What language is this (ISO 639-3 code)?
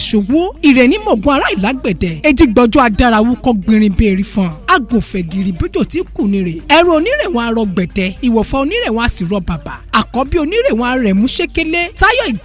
yor